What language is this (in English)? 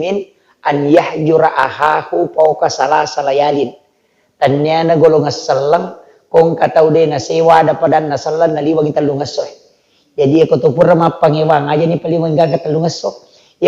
Buginese